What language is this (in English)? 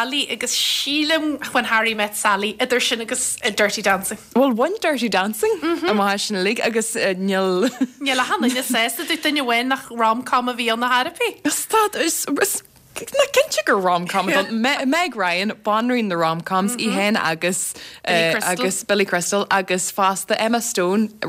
Irish